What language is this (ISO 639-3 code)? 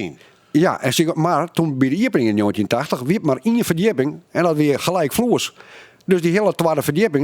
fry